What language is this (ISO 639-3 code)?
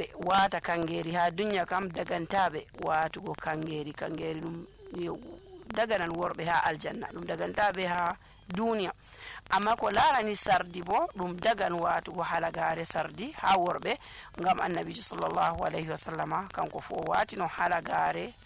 fuv